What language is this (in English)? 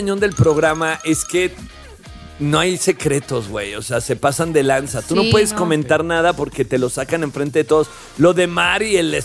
Spanish